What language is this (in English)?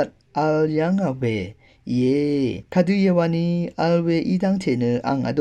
Rawang